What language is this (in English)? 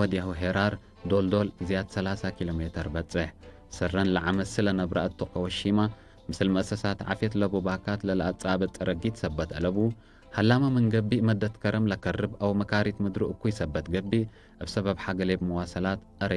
Tigre